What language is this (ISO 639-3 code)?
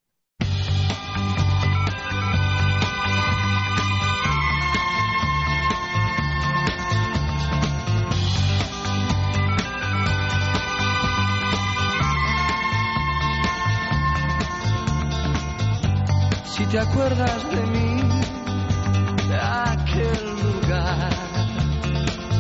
eus